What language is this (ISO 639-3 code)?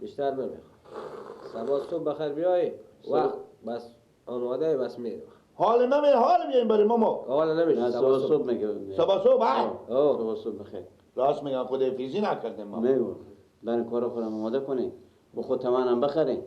fas